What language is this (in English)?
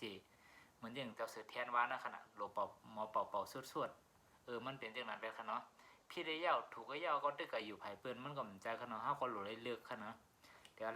Shan